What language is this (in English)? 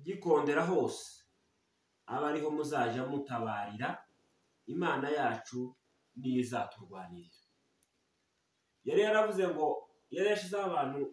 Kinyarwanda